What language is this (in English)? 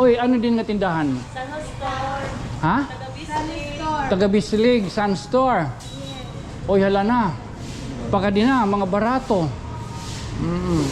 Waray